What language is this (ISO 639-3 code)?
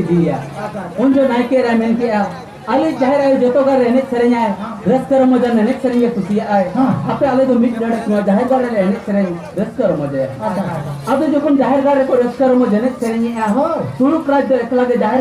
sat